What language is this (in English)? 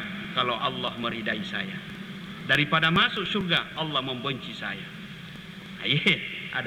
Buginese